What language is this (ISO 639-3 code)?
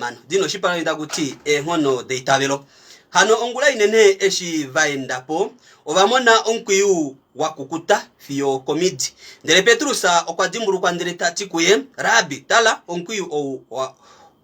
kua